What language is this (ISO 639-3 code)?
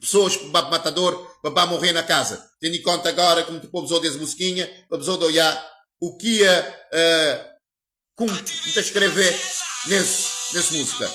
kea